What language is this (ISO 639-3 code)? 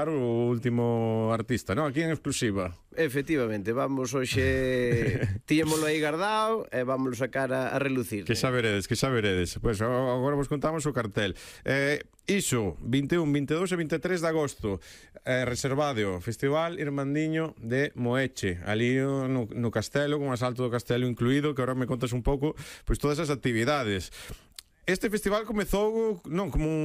glg